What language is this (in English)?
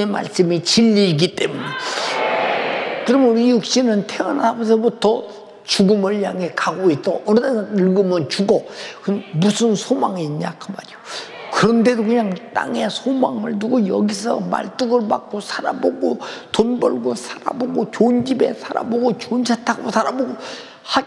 Korean